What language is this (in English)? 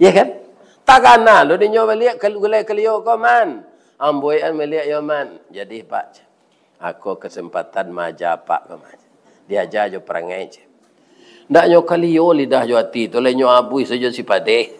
Minangkabau